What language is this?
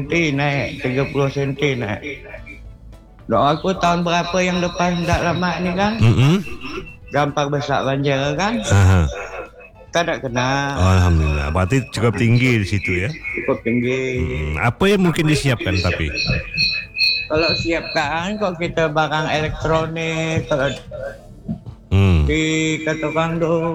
Malay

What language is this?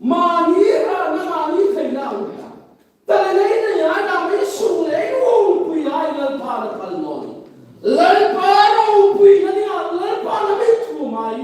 Hmar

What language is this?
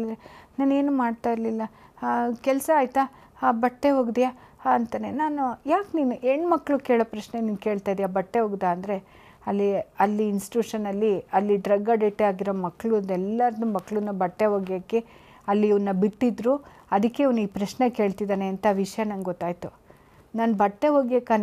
Kannada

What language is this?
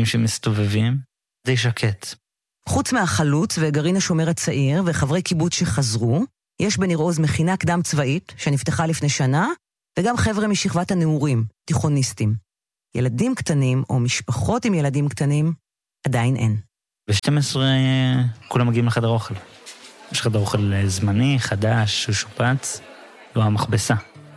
Hebrew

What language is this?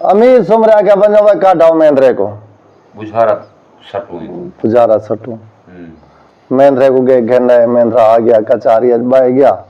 Saraiki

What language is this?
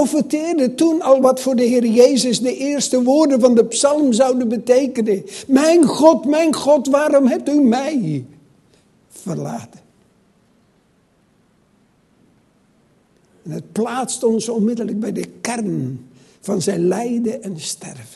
Dutch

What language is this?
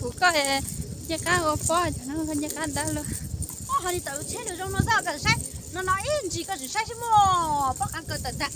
Hmong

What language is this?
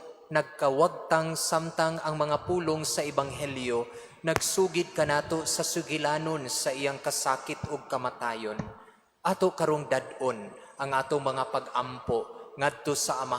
Cebuano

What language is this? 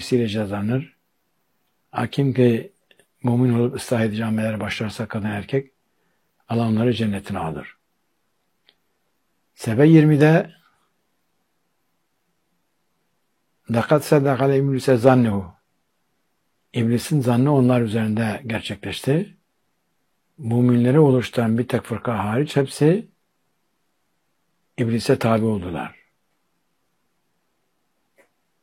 Turkish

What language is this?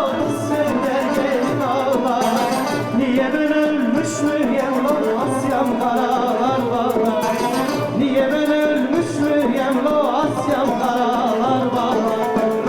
Zaza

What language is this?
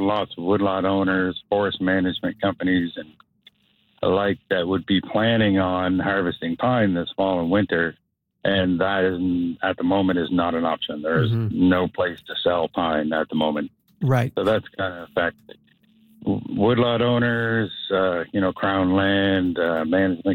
English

